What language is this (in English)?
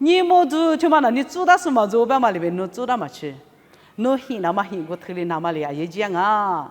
Lisu